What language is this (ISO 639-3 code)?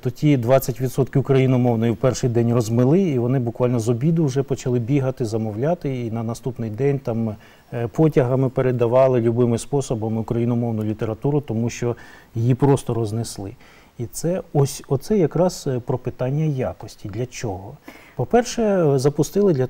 ukr